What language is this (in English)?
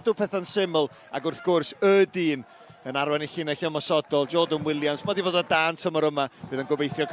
Welsh